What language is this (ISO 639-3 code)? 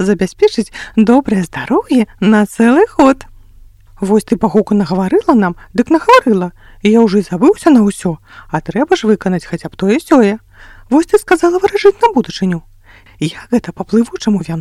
bel